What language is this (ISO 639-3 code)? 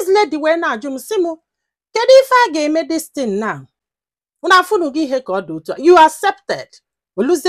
ibo